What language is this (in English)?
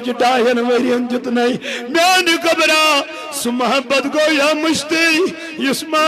Kashmiri